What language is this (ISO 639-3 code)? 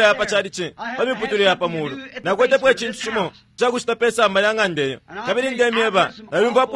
bem